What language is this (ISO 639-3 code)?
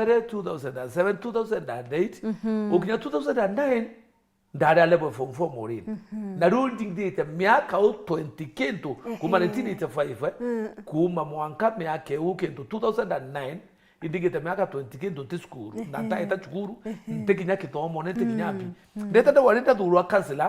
mer